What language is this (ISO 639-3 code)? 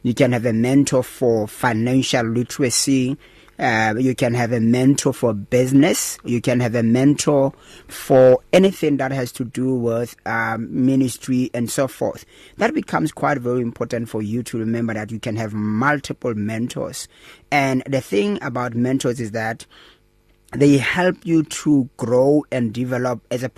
eng